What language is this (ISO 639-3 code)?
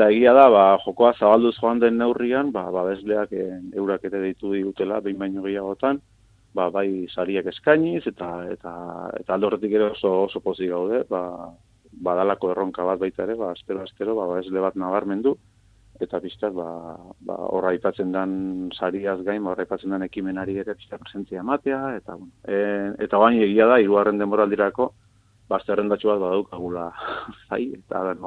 eus